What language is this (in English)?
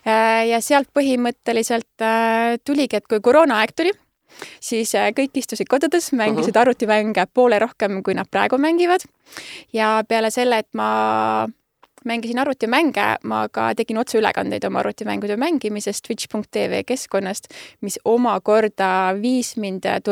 Estonian